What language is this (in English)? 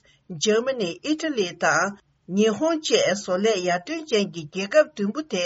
Tibetan